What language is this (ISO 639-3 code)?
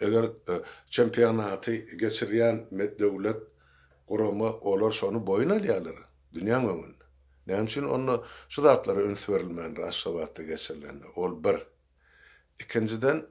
tuk